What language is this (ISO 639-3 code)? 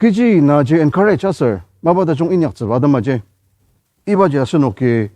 njo